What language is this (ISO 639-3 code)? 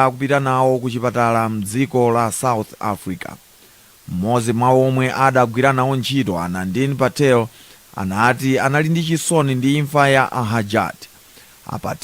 nya